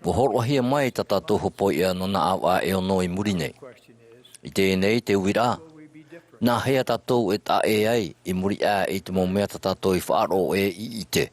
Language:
Tahitian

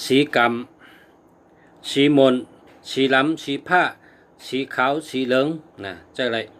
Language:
Shan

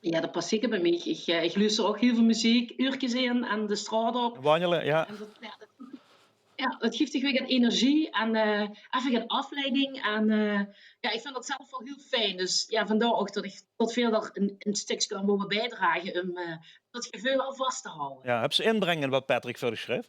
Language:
Limburgish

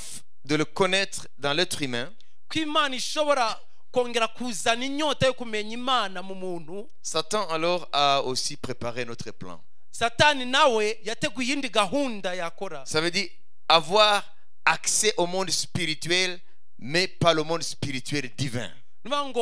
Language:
Kinyarwanda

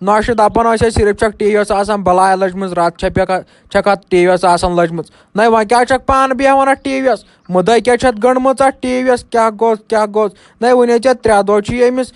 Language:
Kashmiri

